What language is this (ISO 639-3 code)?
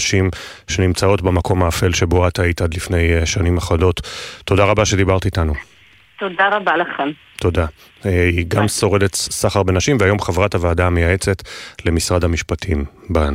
heb